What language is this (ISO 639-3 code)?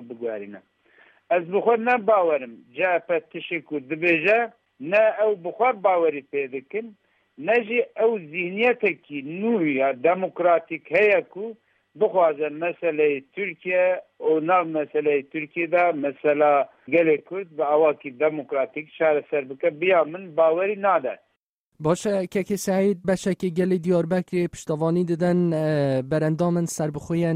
kur